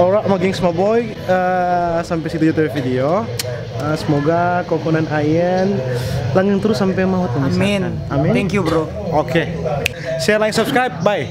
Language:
Manado Malay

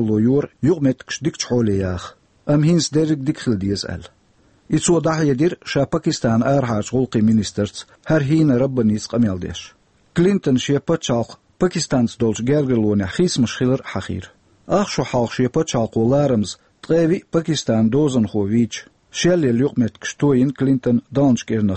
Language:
Chechen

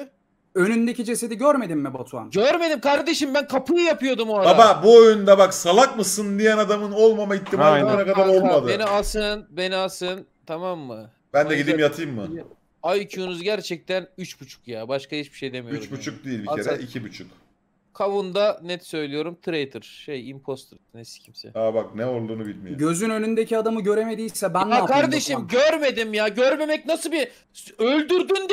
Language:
Turkish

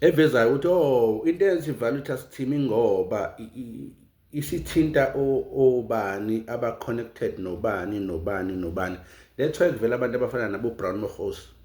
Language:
Zulu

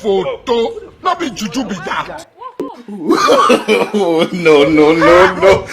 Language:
Nigerian Pidgin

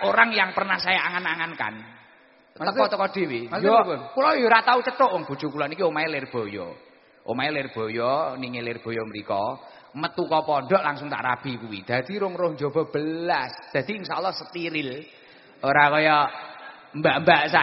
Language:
Javanese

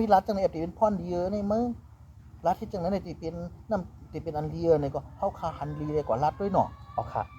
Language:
Shan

